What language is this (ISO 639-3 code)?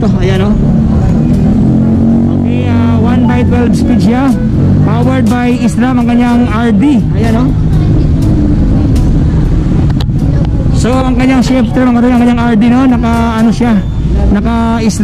fil